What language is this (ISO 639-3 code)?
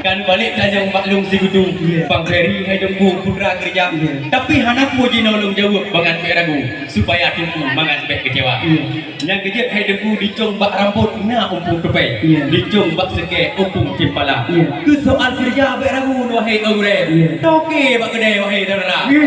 ace